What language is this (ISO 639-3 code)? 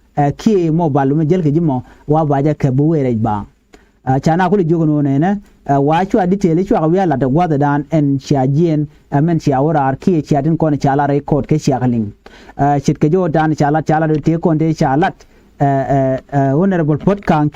nus